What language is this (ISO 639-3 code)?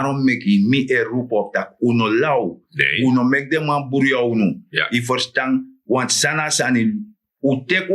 srn